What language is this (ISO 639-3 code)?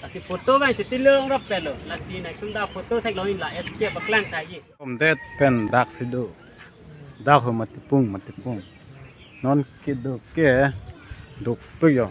mjw